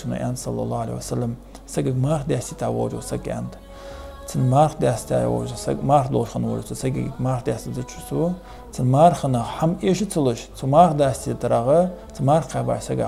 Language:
Ingush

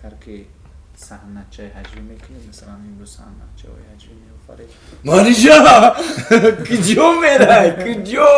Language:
Tajik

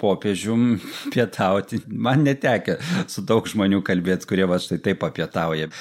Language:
Lithuanian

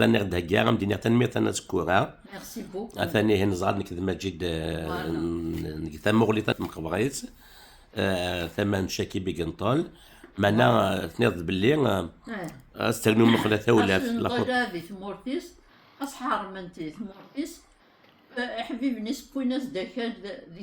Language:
Kabyle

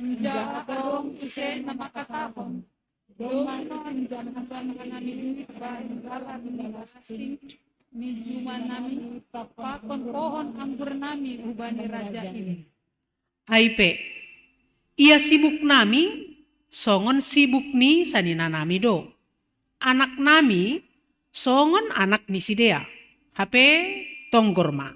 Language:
Batak Simalungun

